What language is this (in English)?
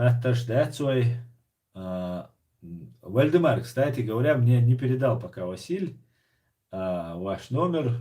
Chechen